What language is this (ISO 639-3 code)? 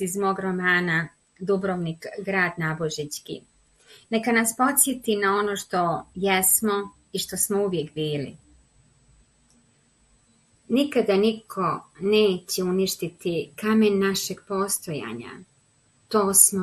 bos